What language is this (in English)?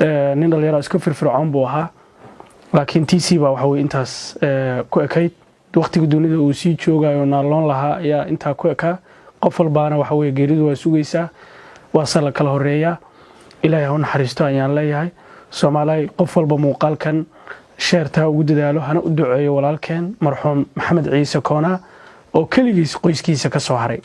Somali